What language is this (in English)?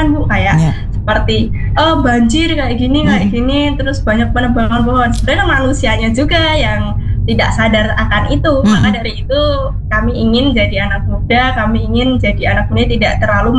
Indonesian